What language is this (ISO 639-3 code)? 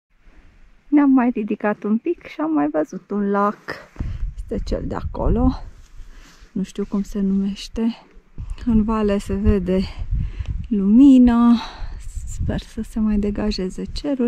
ron